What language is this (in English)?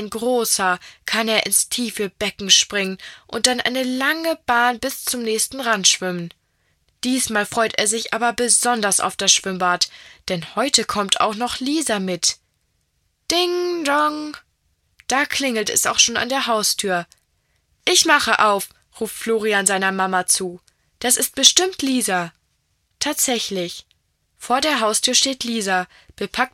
German